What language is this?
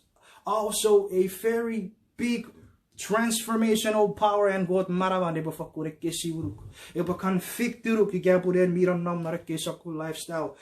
Chuukese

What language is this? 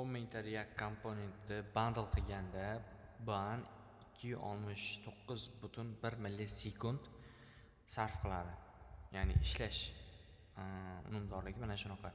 Uzbek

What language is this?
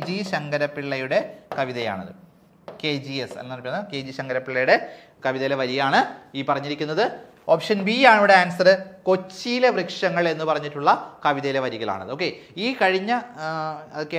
Malayalam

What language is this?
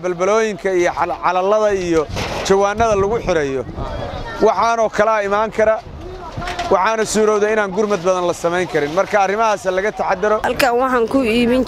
Somali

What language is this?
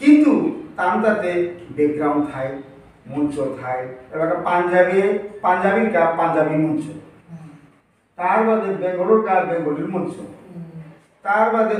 Bishnupriya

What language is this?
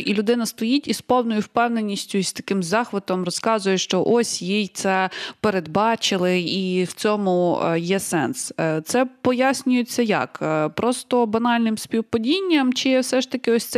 Ukrainian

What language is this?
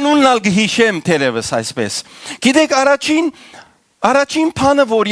Western Armenian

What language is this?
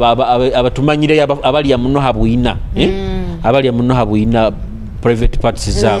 Nyoro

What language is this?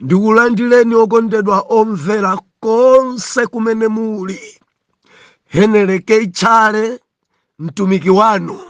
Nyanja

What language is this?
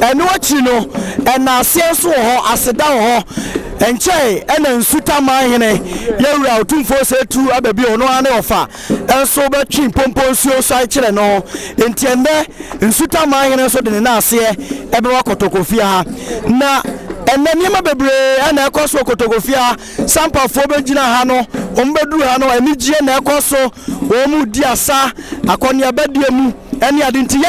Akan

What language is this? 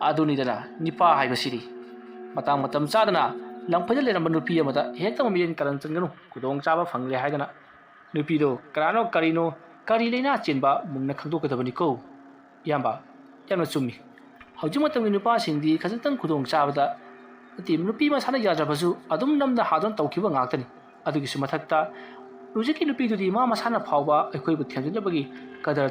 Manipuri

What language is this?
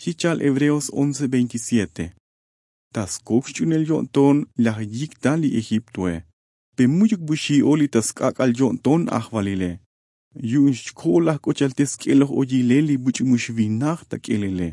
Tzotzil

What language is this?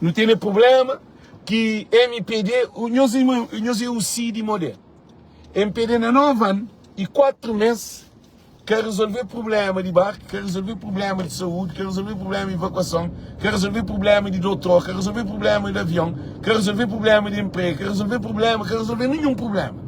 Kabuverdianu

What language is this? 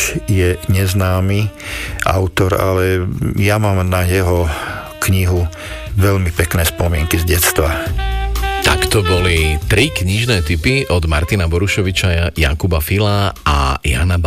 Slovak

